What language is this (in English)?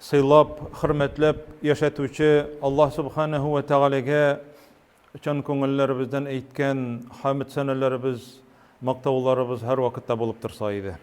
Tatar